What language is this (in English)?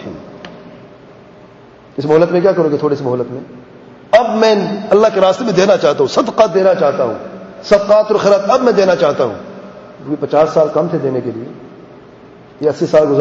Urdu